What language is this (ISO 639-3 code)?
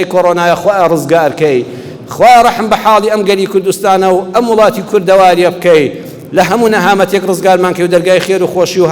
ckb